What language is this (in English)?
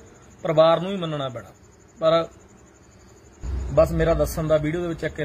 Punjabi